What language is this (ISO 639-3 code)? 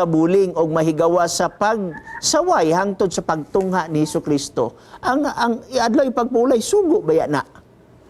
ceb